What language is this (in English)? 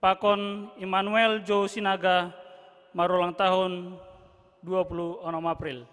Batak Simalungun